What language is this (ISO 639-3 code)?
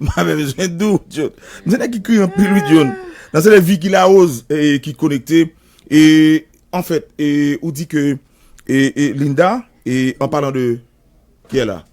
hat